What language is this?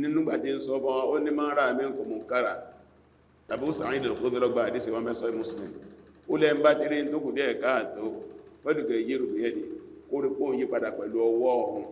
Yoruba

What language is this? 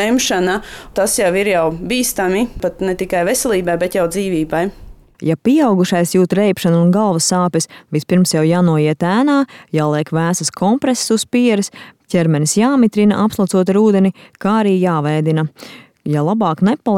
Latvian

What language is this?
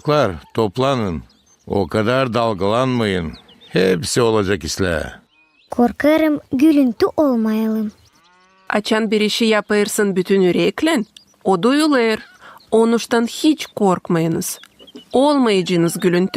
Gagauz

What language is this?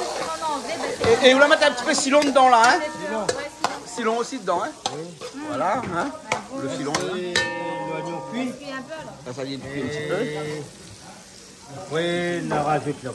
Réunion Creole French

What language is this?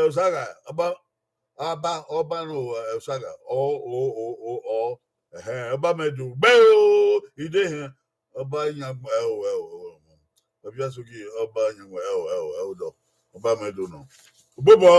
Bini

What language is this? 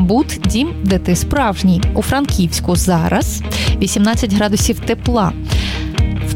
Ukrainian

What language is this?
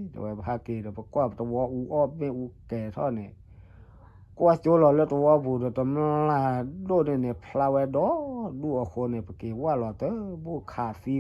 S'gaw Karen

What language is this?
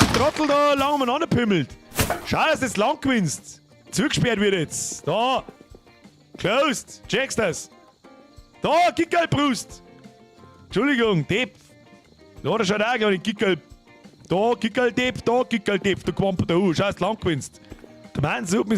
Bavarian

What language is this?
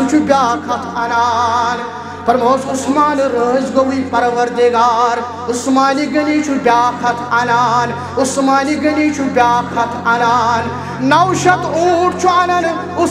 Kashmiri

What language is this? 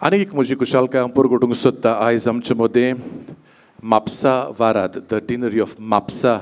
Konkani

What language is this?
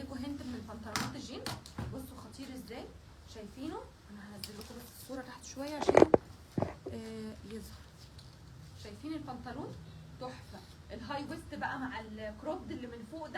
Egyptian Arabic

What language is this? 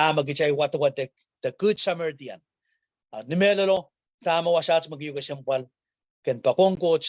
Pohnpeian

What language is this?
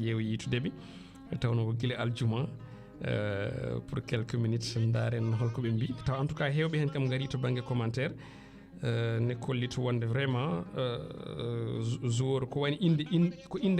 Fula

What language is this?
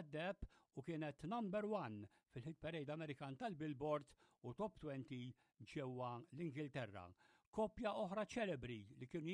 Maltese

